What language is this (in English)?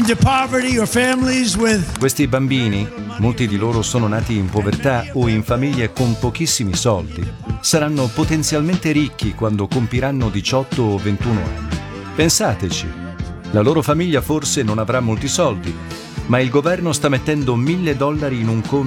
Italian